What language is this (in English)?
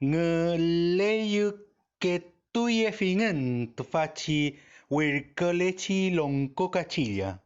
Mapuche